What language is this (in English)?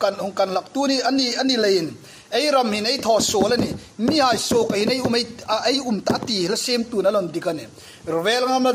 Hmar